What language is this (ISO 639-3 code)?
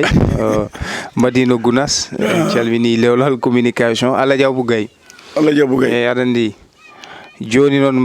ful